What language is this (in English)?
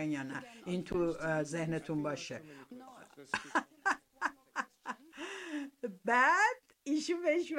Persian